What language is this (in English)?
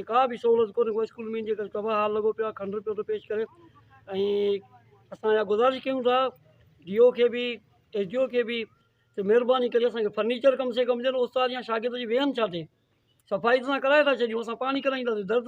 Sindhi